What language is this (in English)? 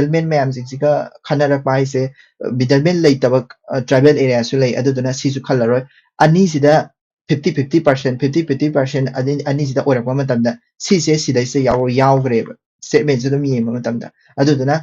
Manipuri